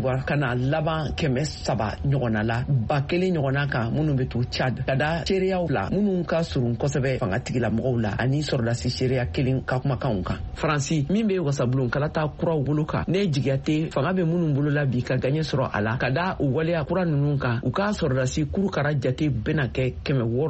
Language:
Bambara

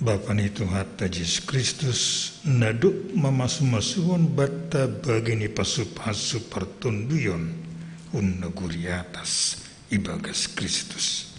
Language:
Batak Simalungun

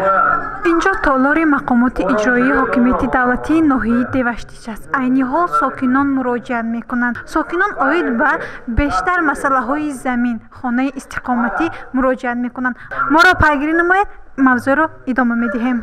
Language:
Tajik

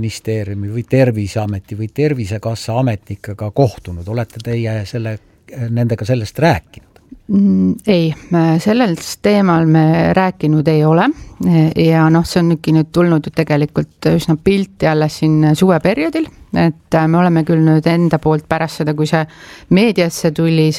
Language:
Estonian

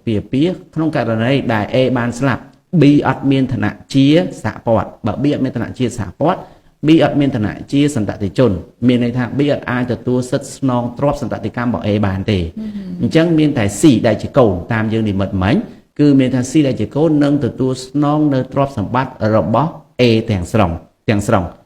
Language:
Khmer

